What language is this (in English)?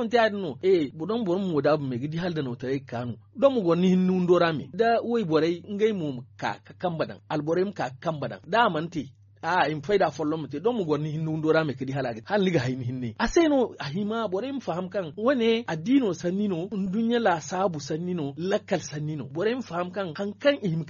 Zarma